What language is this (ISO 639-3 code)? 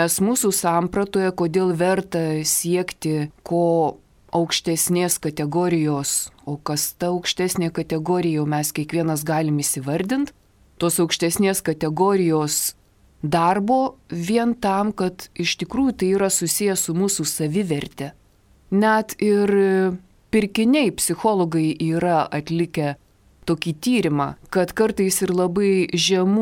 lit